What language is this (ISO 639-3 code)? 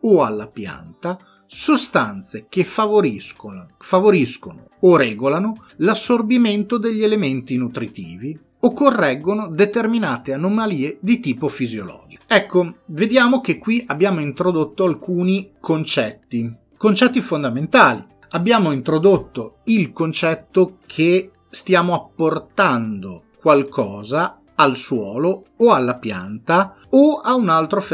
ita